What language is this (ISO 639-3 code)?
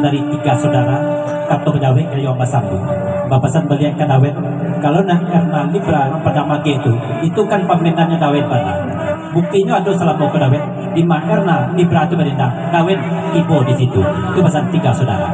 min